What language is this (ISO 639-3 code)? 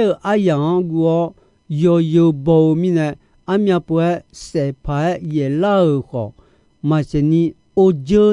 ahk